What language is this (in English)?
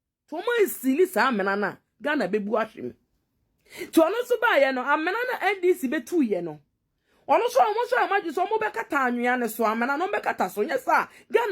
Akan